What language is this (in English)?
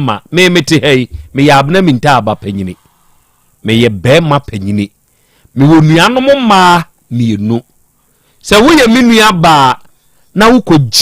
Akan